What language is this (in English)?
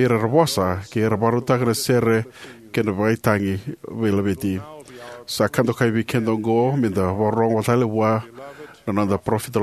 Fijian